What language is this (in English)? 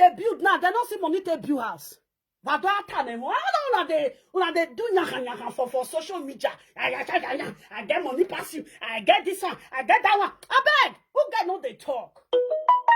Nigerian Pidgin